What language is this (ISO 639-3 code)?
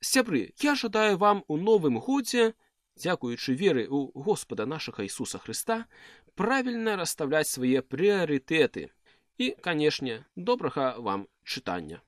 bel